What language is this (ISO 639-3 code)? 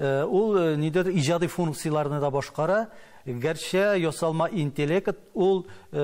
tat